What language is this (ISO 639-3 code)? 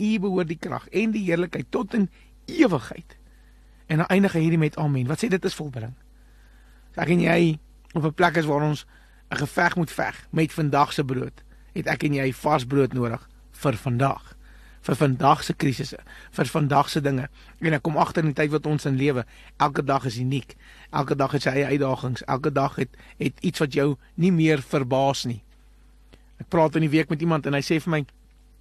afr